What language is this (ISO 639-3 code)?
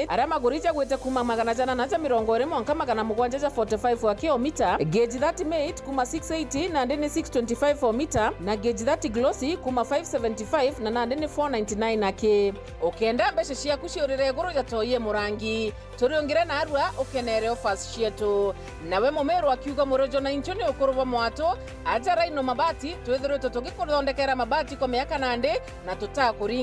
mer